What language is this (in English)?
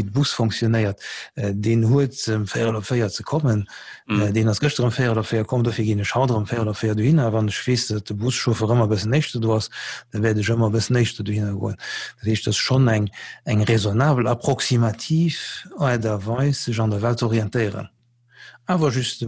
Luxembourgish